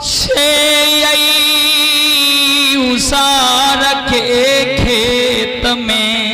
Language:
Maithili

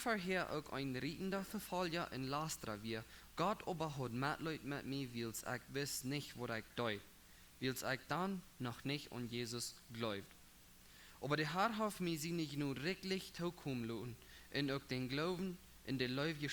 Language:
Plautdietsch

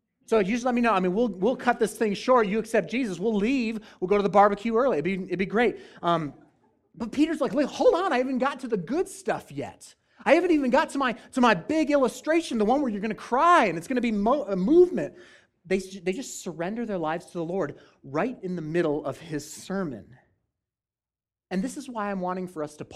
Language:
English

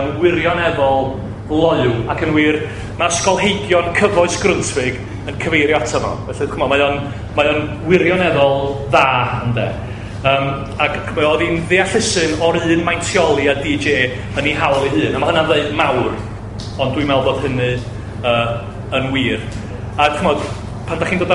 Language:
Welsh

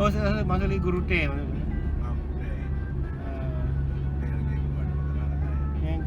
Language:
Achinese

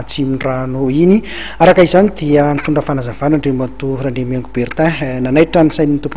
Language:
Malagasy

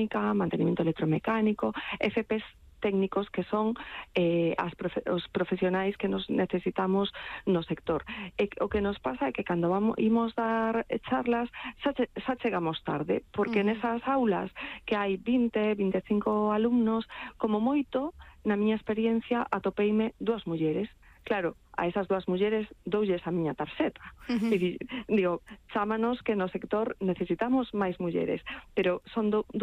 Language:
Galician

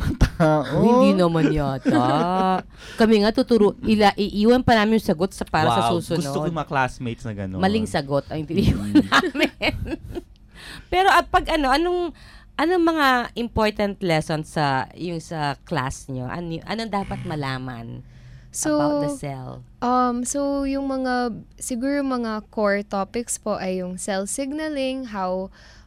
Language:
Filipino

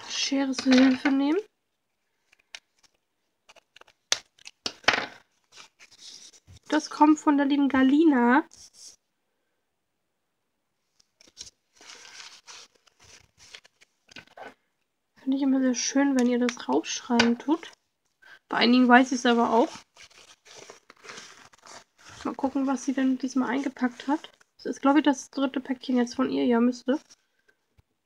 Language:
German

